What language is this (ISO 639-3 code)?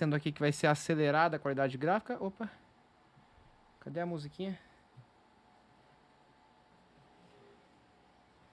por